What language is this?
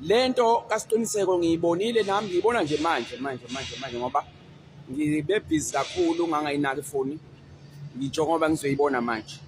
Zulu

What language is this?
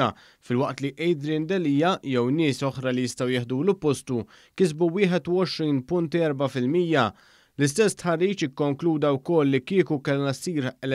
Maltese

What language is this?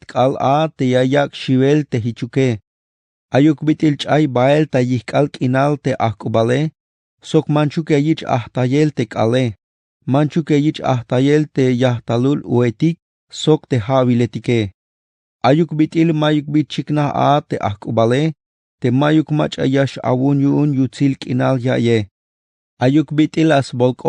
Tzeltal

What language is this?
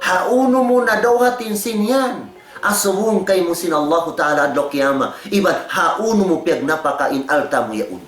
Tausug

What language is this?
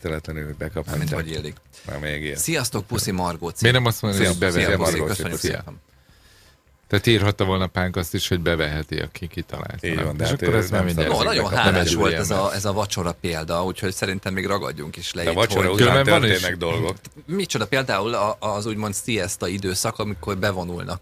Hungarian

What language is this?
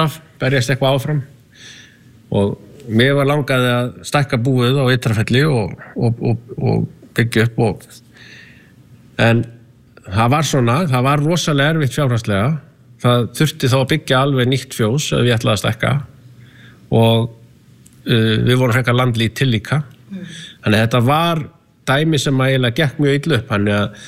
Icelandic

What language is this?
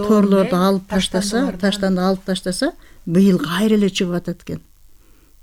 Kyrgyz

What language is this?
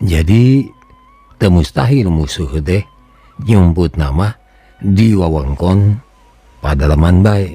Sundanese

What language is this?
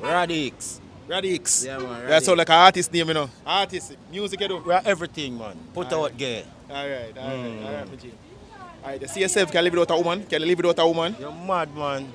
Jamaican Creole English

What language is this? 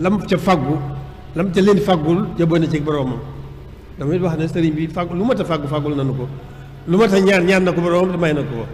Wolof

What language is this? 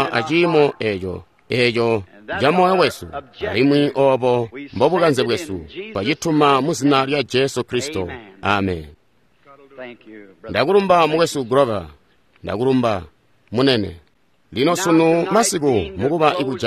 Tonga (Zambia)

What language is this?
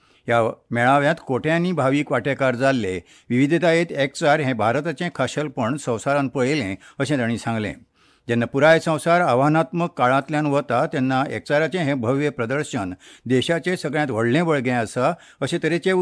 Konkani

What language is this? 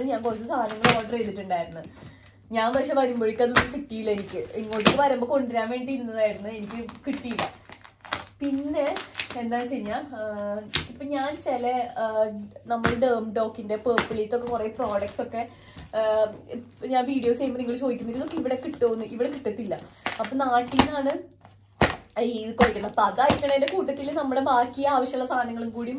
Malayalam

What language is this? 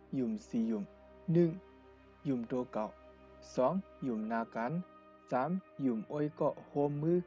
Shan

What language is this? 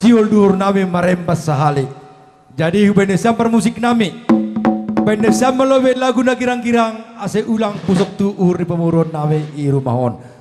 Batak Simalungun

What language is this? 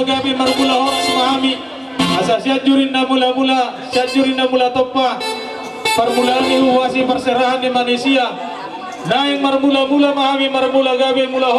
Batak Toba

